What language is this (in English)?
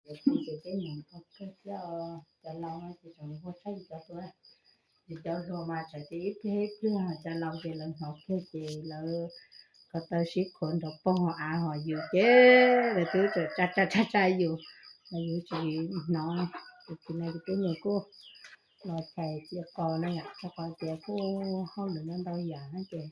Hmong